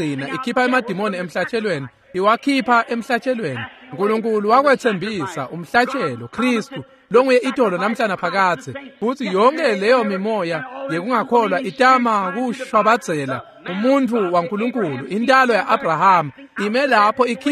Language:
Swati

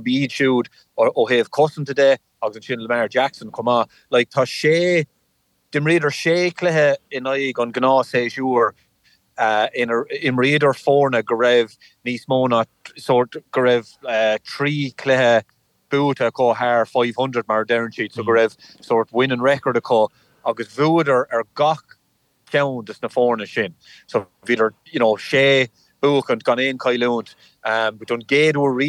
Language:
Irish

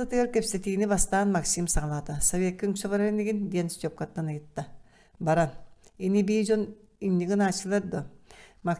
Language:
Yakut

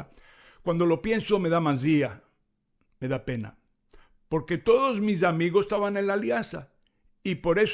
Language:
Ladino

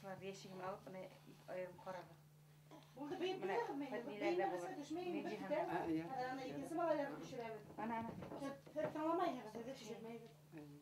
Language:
Bashkir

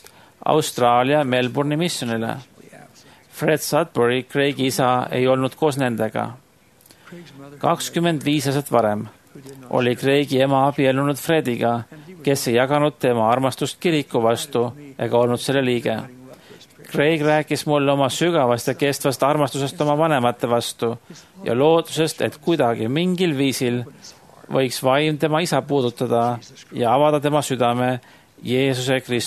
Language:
Estonian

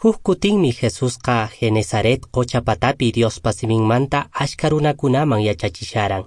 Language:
Quechua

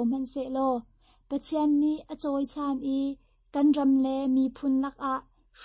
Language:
Hakha Chin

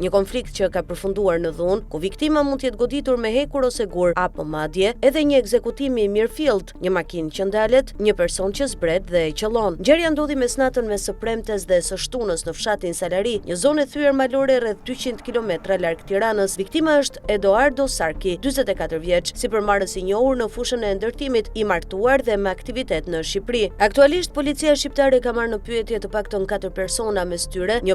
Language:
Albanian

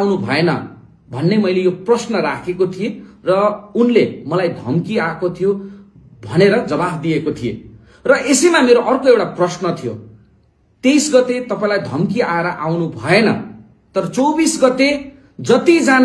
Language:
Nepali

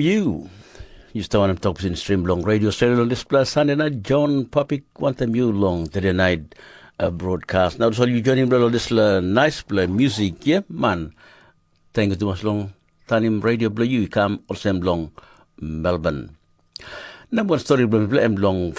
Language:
Tok Pisin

